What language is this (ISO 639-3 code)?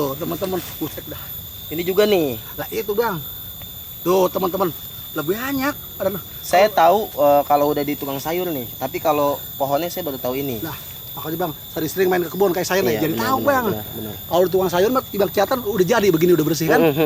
bew